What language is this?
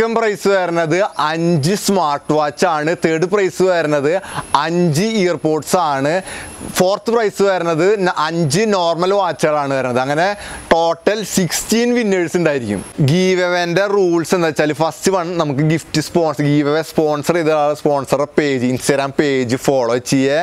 Malayalam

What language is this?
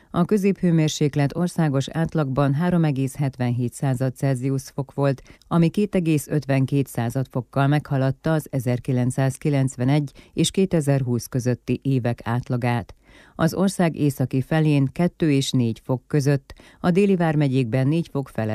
Hungarian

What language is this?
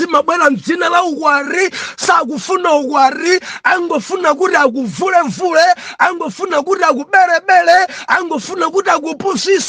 Nyanja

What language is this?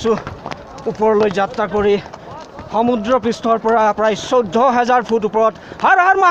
Assamese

